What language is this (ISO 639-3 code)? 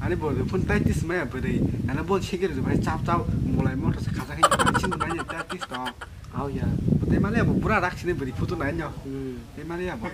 trp